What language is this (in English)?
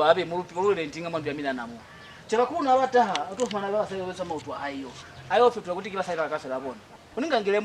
Lozi